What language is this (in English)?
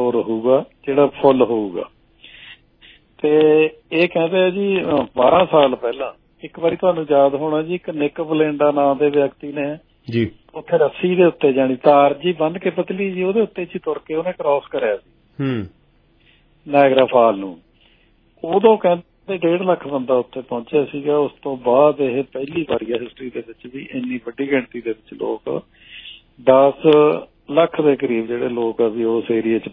Punjabi